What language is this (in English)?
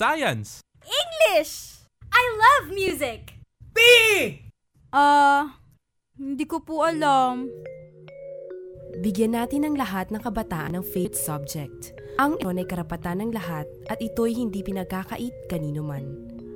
Filipino